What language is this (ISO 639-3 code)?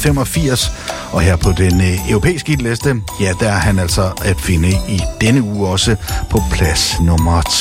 dan